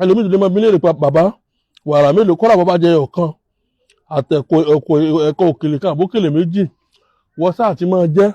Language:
Yoruba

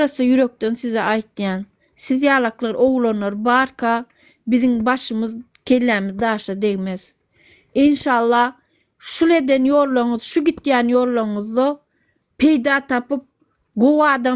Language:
Turkmen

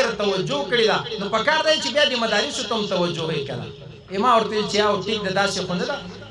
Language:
Pashto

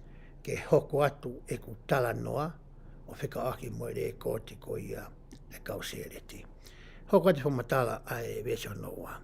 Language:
Tongan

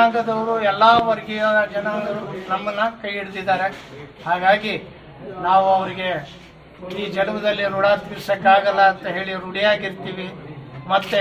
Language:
Kannada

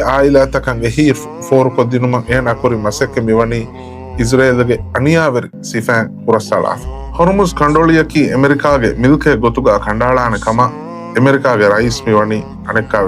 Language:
Divehi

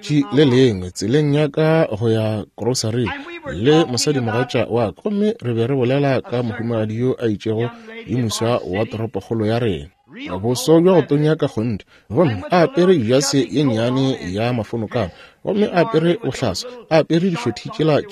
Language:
Northern Sotho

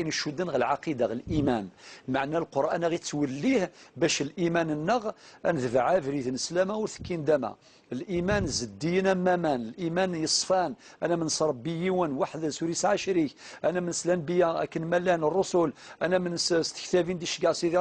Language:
Kabyle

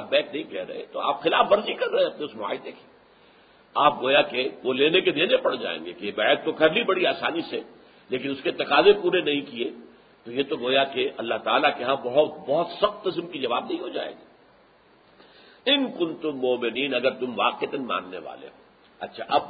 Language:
Urdu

